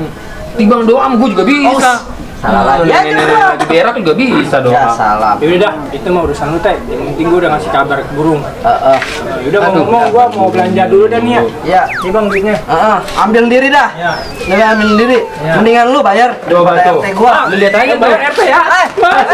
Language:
Betawi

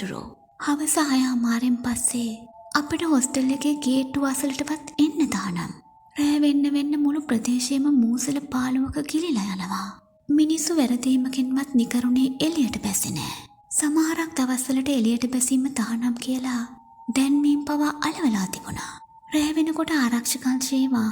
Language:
Sinhala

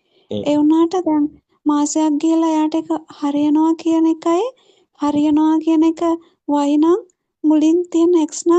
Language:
Sinhala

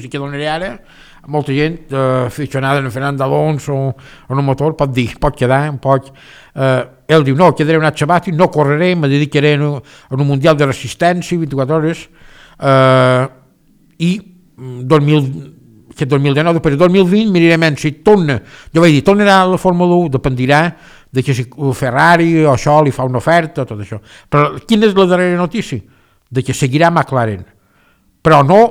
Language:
Catalan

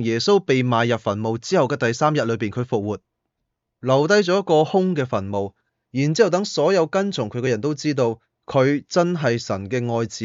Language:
Cantonese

